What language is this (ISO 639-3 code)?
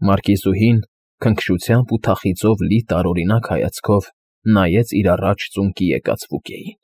hye